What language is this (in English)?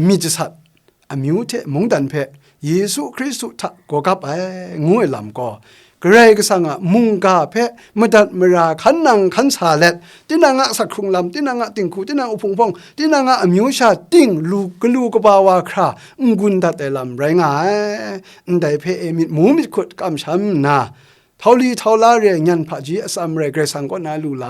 Kachin